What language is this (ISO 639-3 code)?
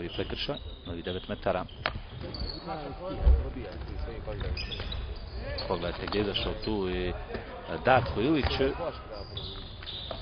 hrv